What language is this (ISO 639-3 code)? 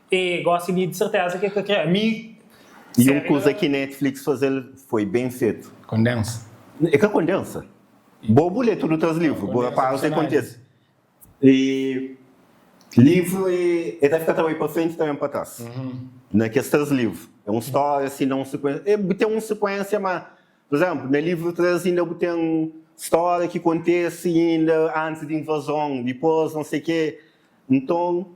kea